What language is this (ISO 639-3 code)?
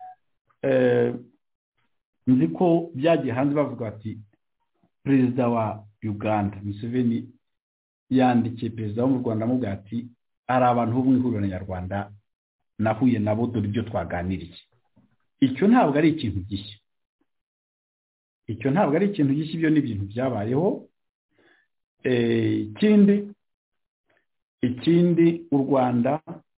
kin